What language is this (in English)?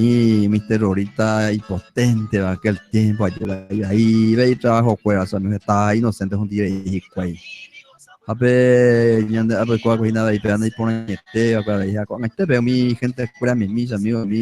Guarani